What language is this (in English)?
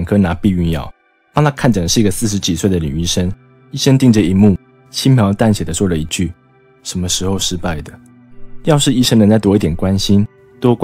Chinese